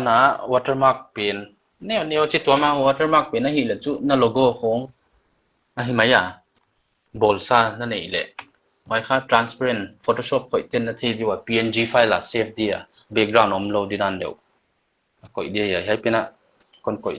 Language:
Paite Chin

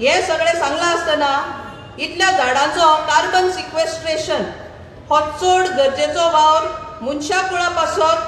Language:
Konkani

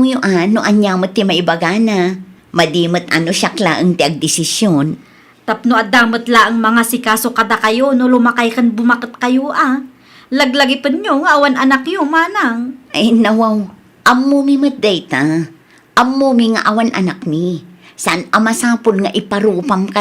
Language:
Iloko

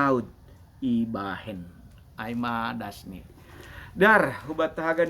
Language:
Batak Simalungun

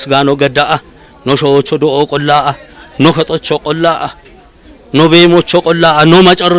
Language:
Kafa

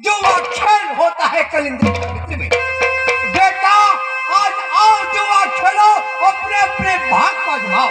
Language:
Maithili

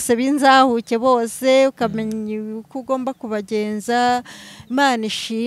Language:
Kinyarwanda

